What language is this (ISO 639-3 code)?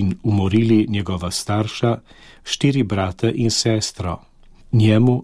slv